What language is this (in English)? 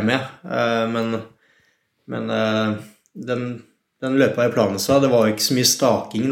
Norwegian